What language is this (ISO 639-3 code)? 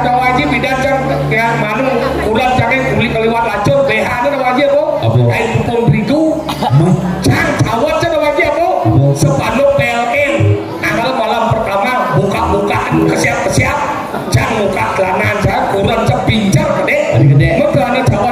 ban